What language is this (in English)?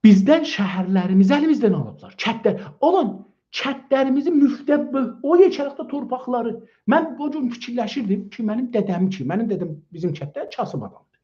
South Azerbaijani